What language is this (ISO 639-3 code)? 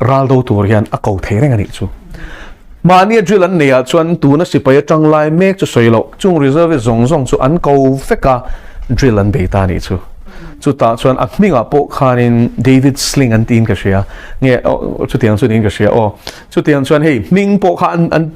lus